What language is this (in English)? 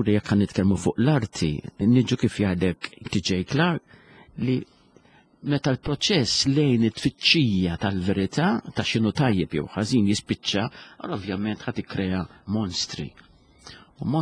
Maltese